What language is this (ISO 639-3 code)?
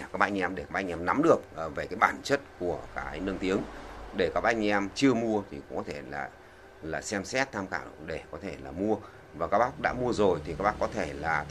vie